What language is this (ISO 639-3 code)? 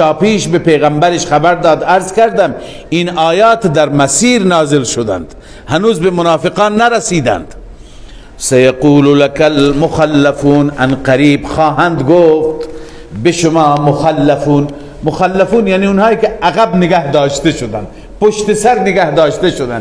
fas